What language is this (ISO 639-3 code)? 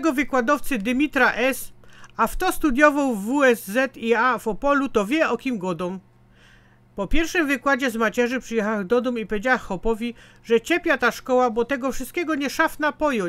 szl